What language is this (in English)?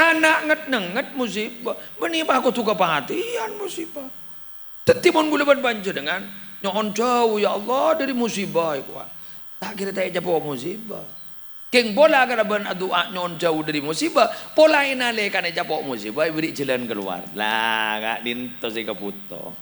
Madurese